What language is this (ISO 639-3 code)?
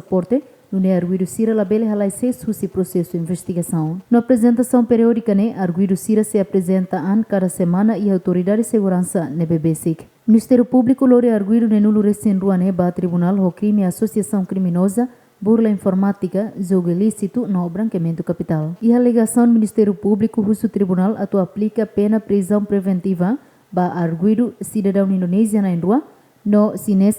tet